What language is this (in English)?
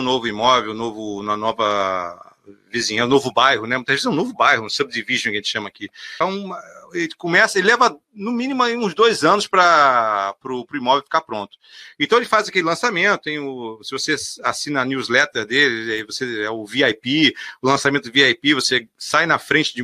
Portuguese